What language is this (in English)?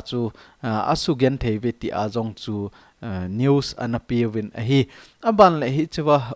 Thado Chin